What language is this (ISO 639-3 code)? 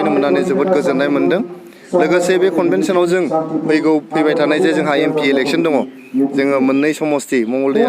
brx